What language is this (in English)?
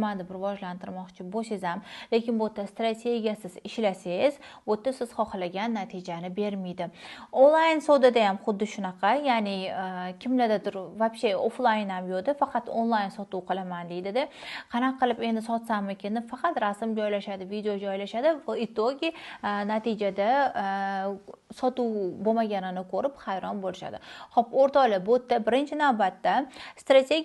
Uzbek